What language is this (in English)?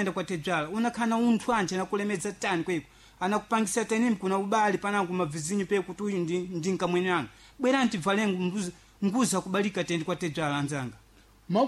Sena